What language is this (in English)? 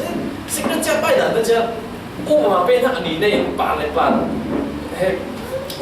Falam Chin